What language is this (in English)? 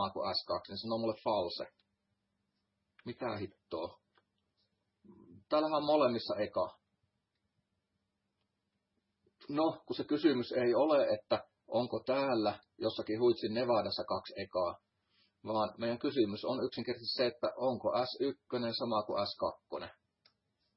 Finnish